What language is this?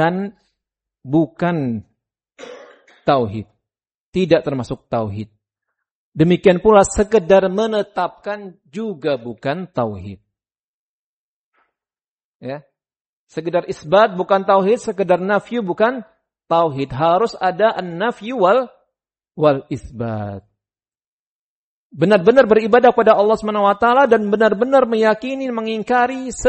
Indonesian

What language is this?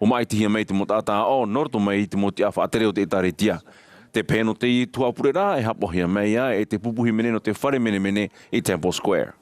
Tahitian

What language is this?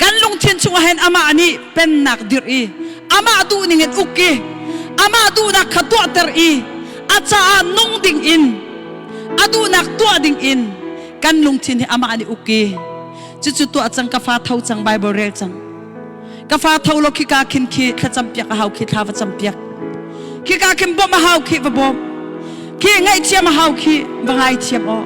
Hakha Chin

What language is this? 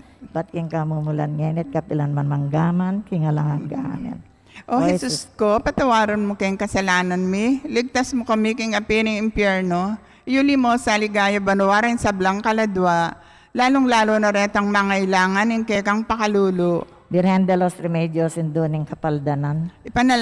Pampanga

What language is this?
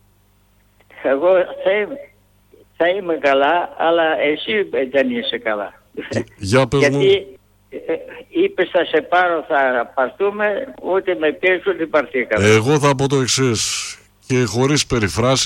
Greek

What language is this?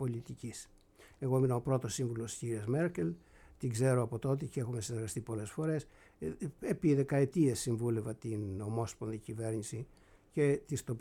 Greek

